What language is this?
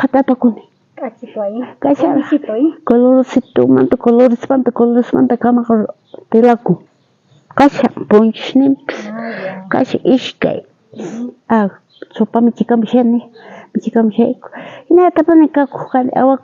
South Bolivian Quechua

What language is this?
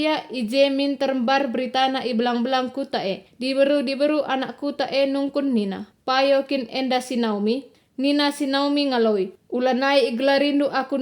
Batak Karo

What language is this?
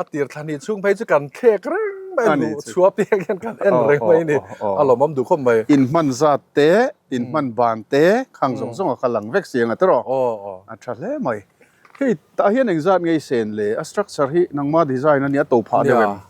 Mizo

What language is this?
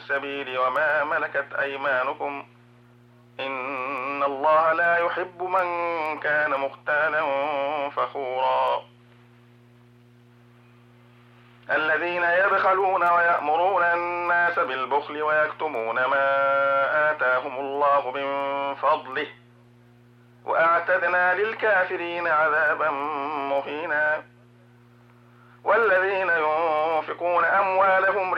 Arabic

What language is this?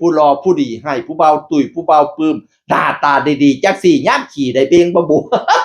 Northeastern Thai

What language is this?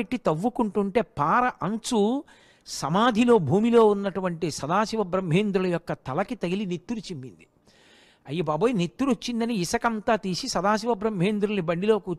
Telugu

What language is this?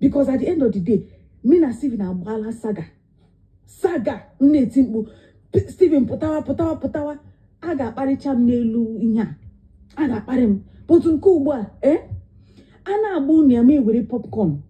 Igbo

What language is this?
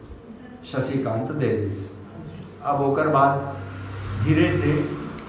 Chhattisgarhi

